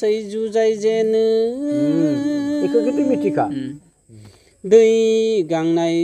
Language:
Bodo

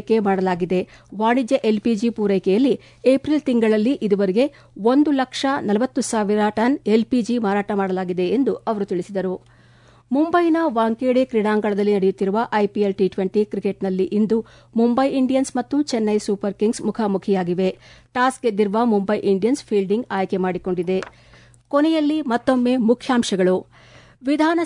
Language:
Kannada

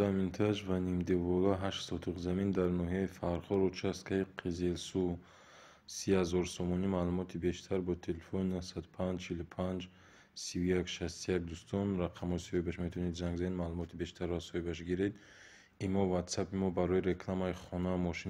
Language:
Tajik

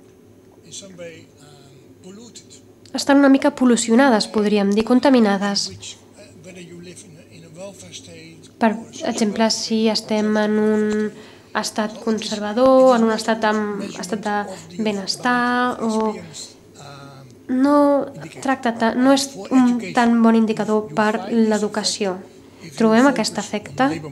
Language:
Catalan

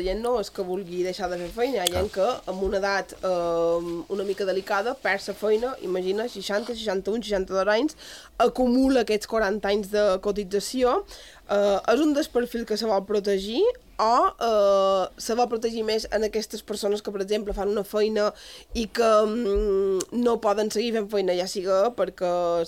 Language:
Catalan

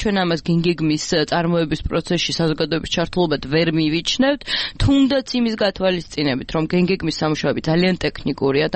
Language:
Georgian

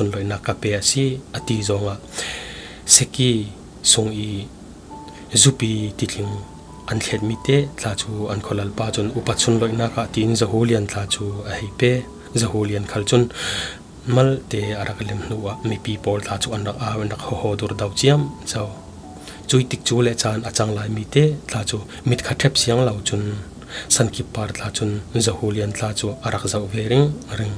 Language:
Falam Chin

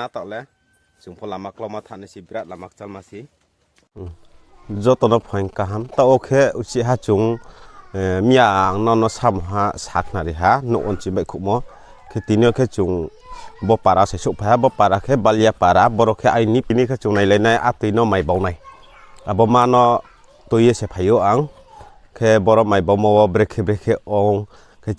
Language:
Riang (India)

